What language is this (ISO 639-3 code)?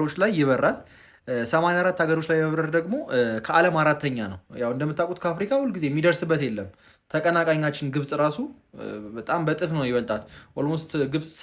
amh